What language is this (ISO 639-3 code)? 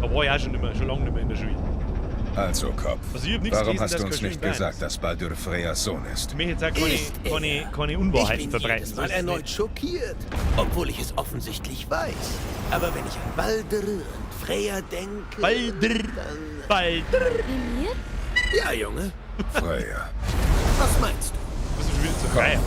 bar